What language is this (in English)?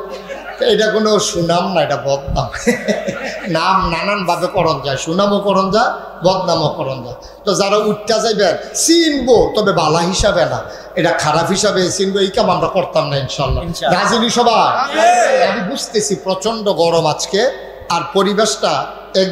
Bangla